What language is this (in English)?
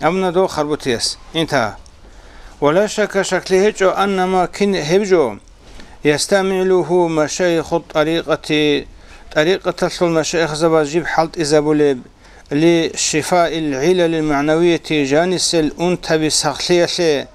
Avaric